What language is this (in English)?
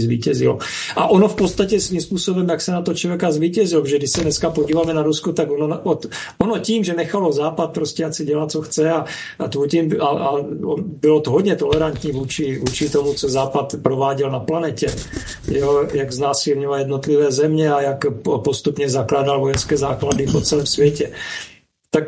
Czech